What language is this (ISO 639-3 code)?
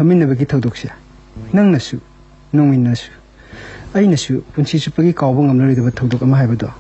mni